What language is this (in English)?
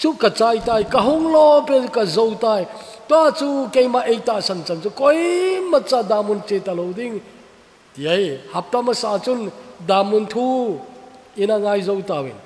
Thado Chin